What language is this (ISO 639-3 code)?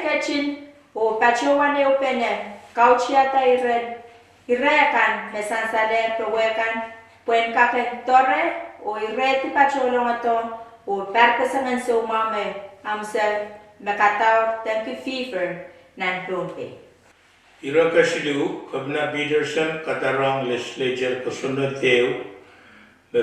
pon